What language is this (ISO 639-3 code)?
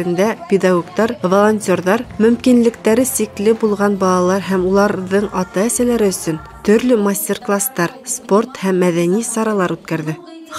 bak